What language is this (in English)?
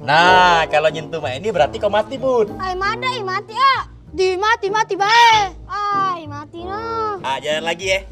Musi